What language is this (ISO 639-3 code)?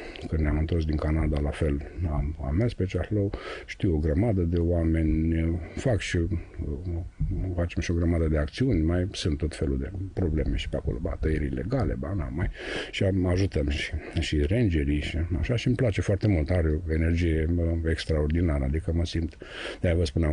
ron